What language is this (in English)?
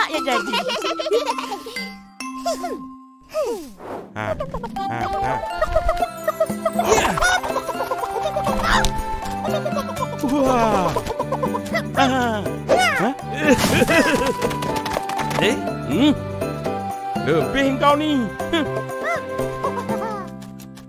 Malay